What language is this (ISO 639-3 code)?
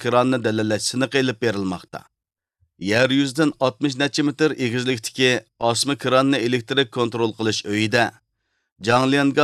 uig